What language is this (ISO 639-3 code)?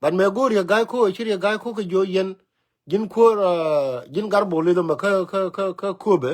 nus